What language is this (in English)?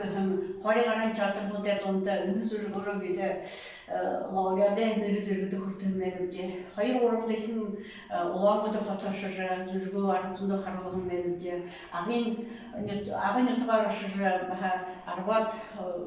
Buriat